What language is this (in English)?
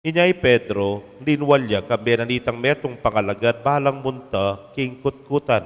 Pampanga